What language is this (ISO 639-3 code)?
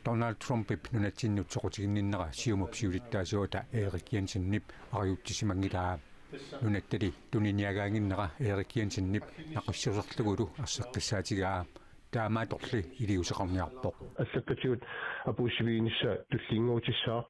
kal